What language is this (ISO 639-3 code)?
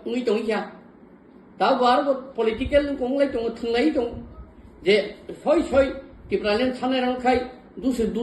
trp